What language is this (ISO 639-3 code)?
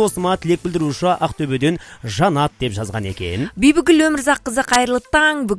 kaz